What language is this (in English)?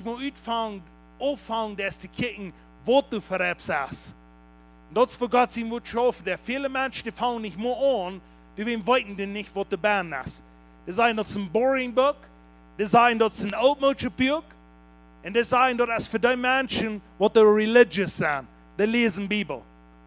Plautdietsch